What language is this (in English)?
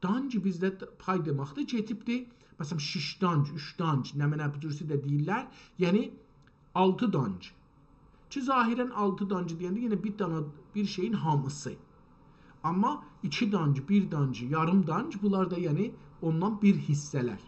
South Azerbaijani